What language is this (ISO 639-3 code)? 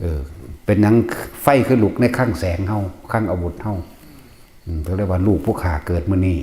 tts